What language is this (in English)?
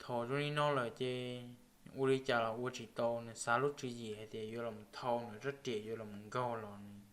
Hmong